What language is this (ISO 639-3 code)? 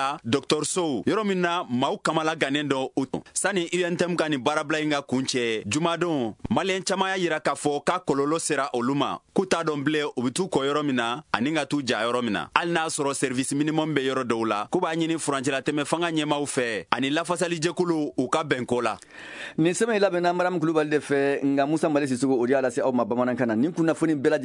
bam